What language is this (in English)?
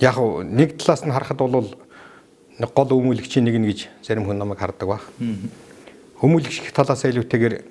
Mongolian